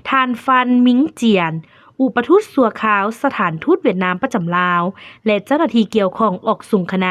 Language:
Lao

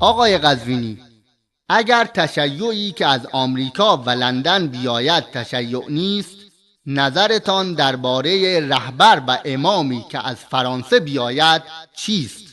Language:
Persian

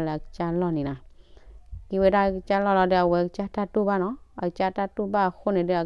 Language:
S'gaw Karen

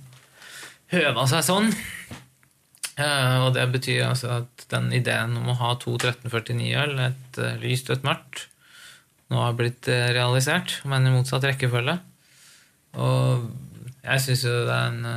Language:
Norwegian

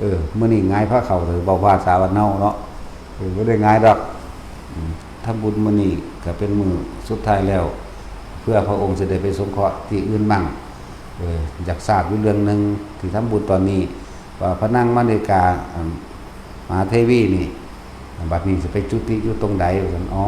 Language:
Lao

